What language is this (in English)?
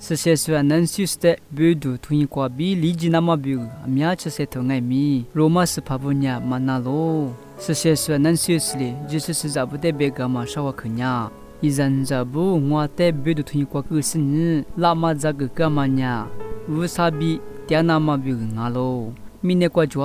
Lisu